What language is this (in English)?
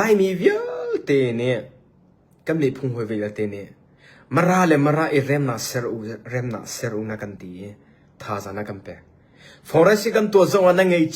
Hakha Chin